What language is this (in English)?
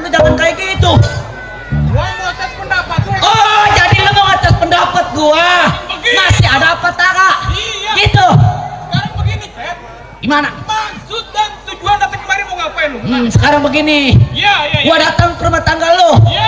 Betawi